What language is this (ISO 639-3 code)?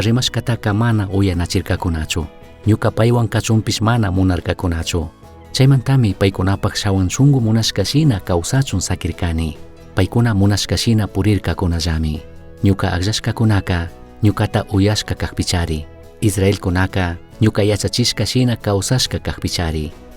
qug